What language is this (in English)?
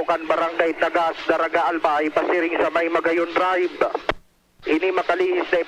Bikol